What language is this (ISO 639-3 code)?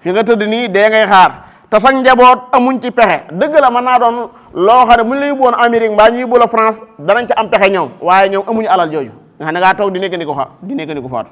wol